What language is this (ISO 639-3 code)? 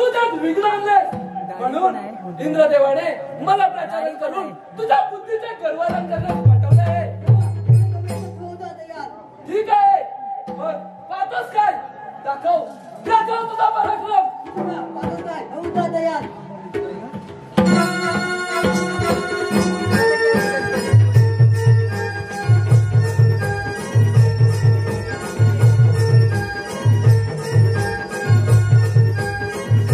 mar